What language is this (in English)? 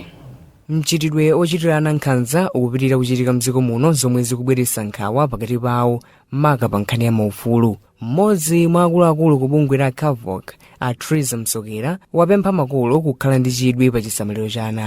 Nyanja